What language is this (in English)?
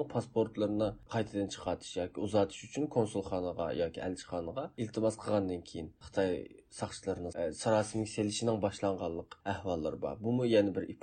Uyghur